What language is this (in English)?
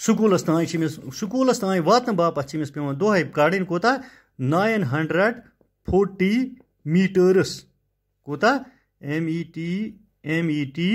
Kashmiri